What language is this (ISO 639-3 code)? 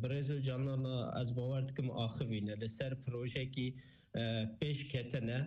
kur